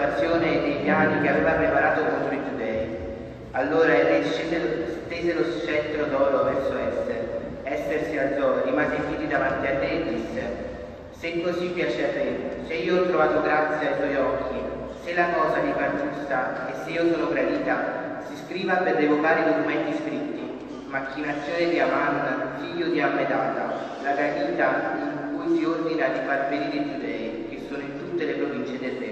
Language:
Italian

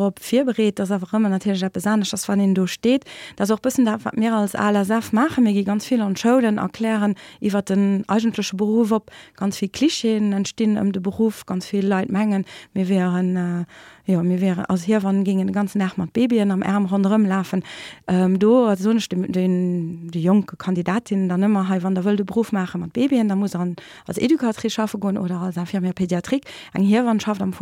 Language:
Luxembourgish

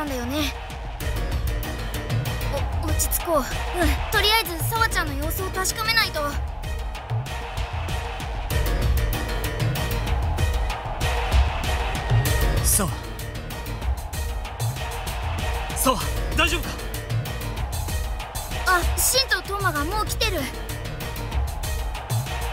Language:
Japanese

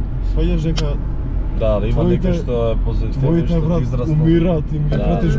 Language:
Macedonian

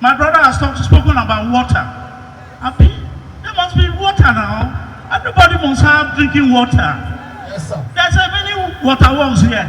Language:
Nigerian Pidgin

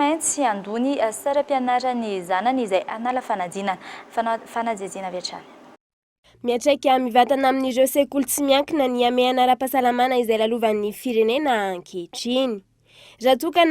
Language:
Malagasy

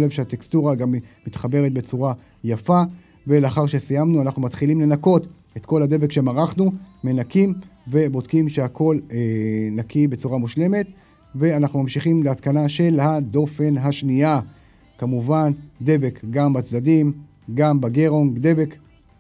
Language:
Hebrew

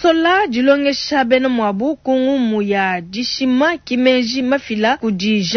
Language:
Luba-Lulua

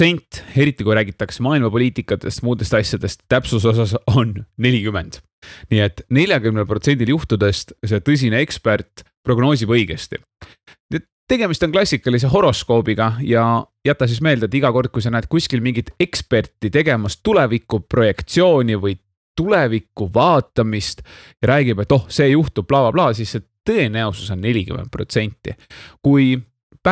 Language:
Estonian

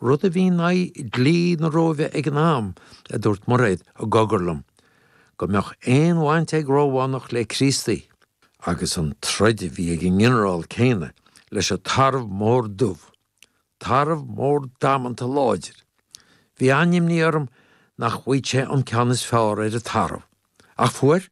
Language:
Irish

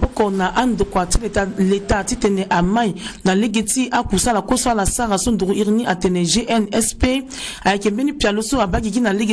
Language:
Sango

